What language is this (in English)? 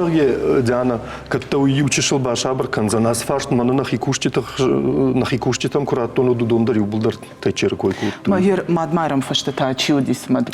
Ossetic